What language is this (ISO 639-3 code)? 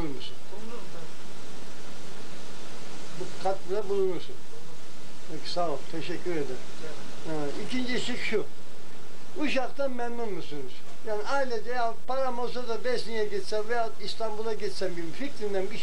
tur